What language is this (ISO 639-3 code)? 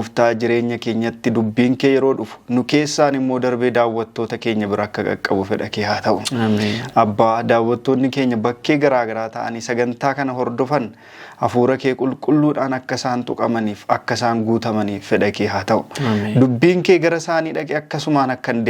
orm